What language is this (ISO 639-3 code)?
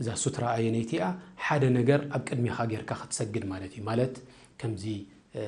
tir